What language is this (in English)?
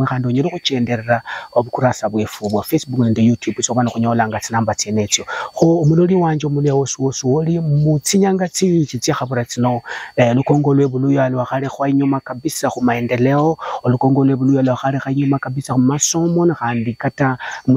Luyia